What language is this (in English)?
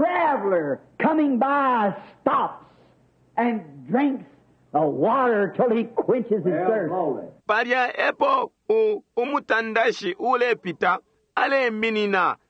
Bemba